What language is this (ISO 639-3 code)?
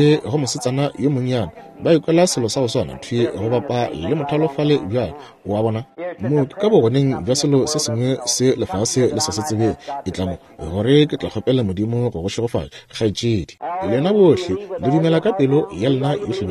nso